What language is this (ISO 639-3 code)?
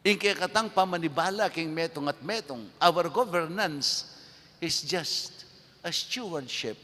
pam